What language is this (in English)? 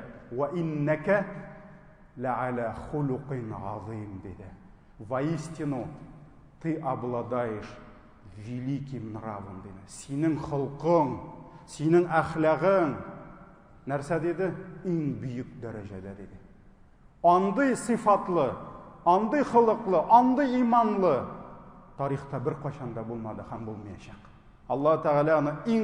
Tatar